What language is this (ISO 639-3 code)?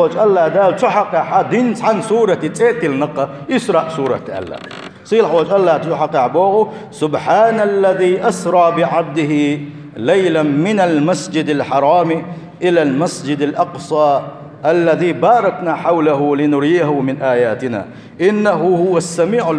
che